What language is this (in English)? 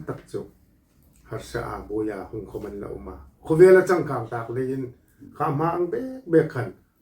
Hmar